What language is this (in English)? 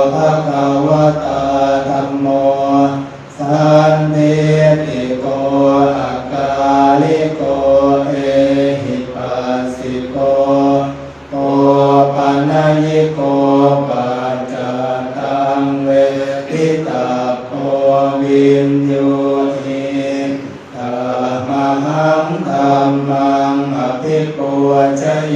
Pali